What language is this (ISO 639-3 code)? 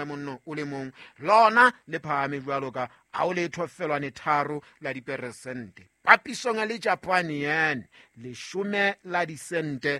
sot